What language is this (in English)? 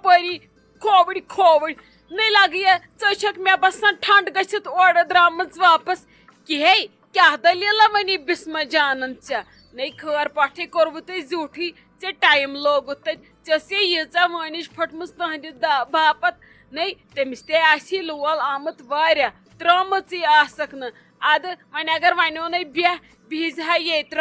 Kashmiri